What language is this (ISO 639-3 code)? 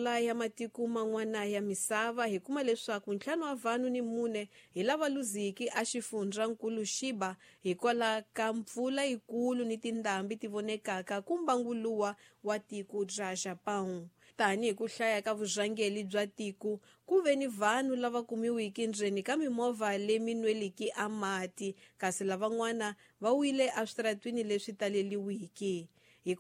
tso